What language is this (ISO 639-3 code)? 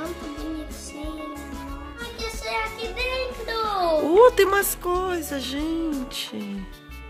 por